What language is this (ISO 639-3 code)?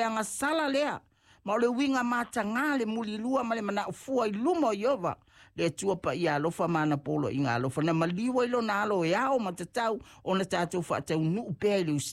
smo